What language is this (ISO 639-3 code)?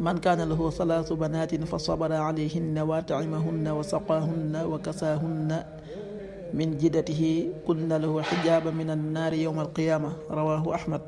wol